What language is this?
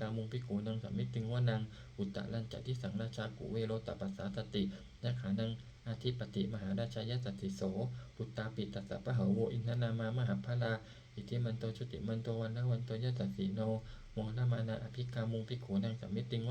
Pali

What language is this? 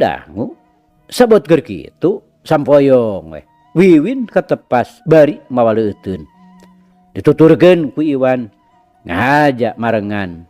Sundanese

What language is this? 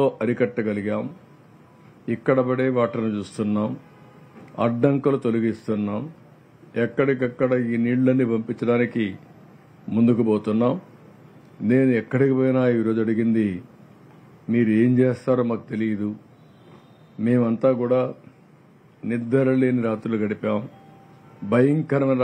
Telugu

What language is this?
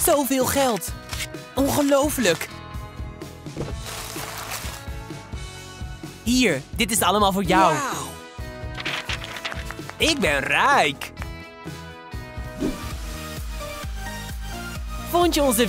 Dutch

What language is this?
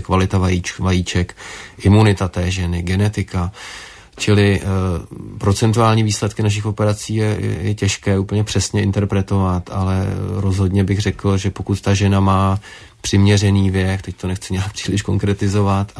Czech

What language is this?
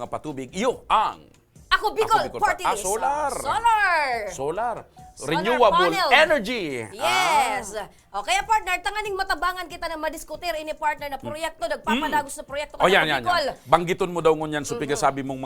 Bikol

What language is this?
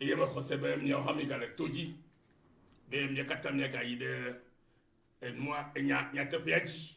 Ewe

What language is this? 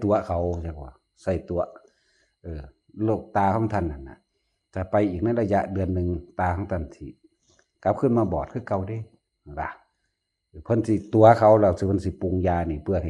Northeastern Thai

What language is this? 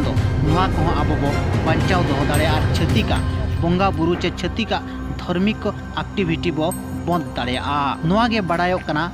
Santali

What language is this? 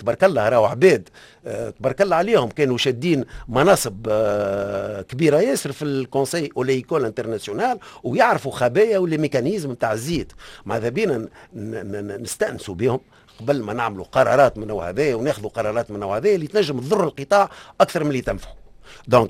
Tunisian Arabic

